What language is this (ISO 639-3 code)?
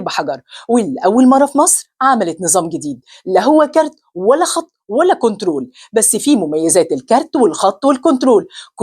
arz